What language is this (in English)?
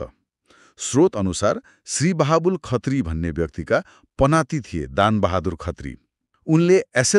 Nepali